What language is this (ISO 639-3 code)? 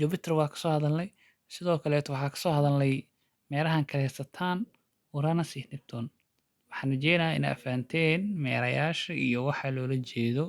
som